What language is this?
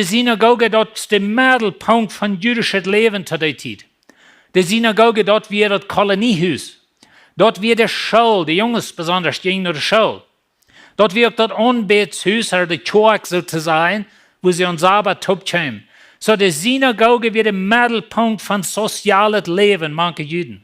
Plautdietsch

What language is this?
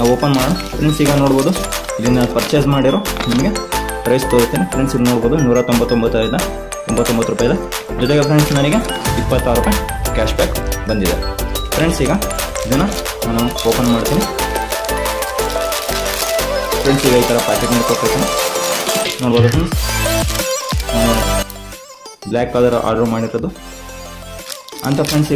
Kannada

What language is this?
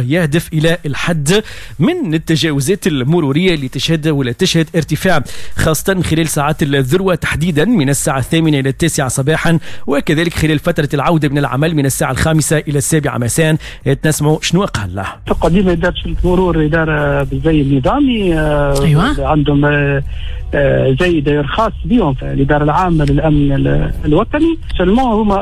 Tunisian Arabic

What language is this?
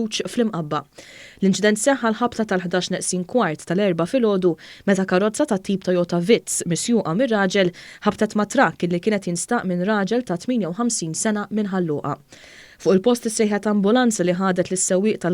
Maltese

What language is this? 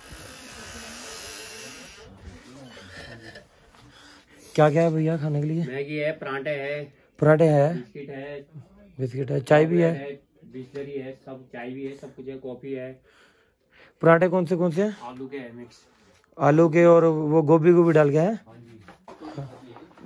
Hindi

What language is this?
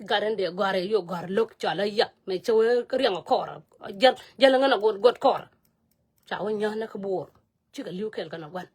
Nuer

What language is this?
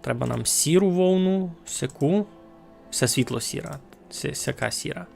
Rusyn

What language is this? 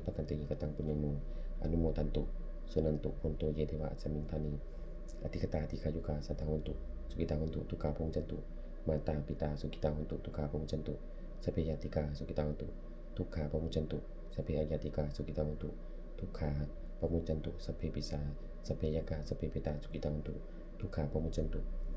Pali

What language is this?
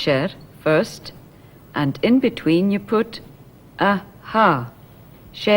Scottish Gaelic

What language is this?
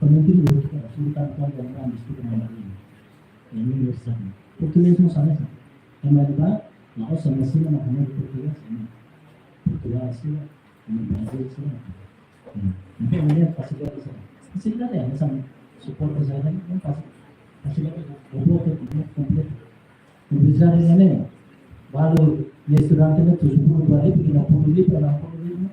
Tetum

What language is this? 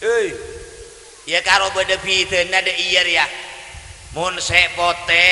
Madurese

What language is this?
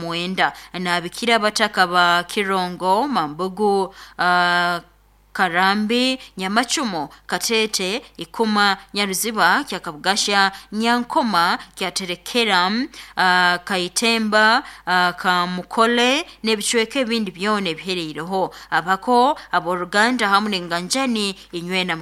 Nyoro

